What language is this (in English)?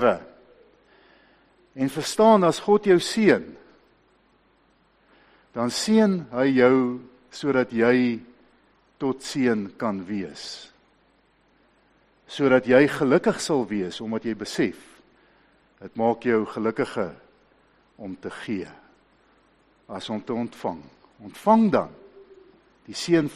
Afrikaans